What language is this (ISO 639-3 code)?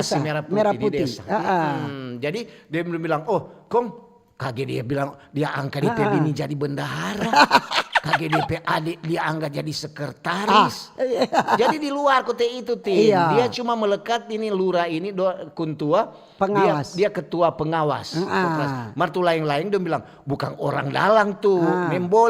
xmm